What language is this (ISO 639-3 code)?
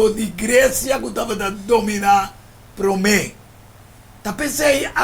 pap